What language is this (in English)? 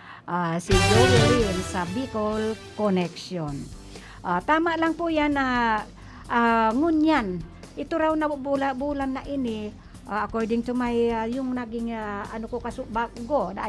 Bikol